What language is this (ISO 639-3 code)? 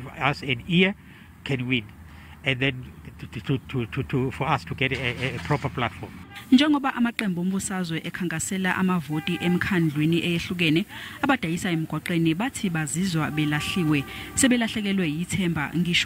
zul